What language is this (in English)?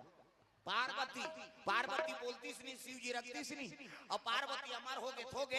Chhattisgarhi